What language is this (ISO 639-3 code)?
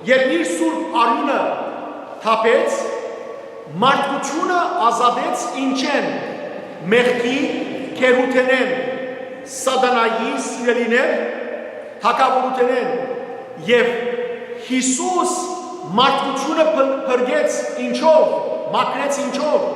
hyw